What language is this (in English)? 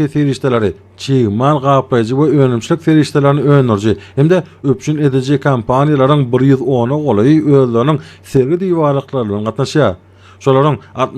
Turkmen